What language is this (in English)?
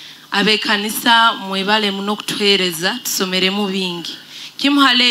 Nyoro